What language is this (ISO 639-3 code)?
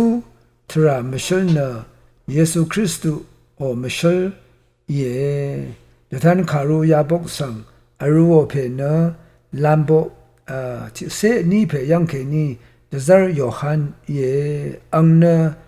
raw